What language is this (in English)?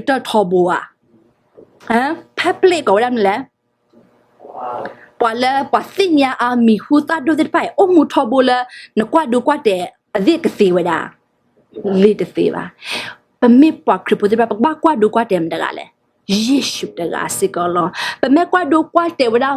S'gaw Karen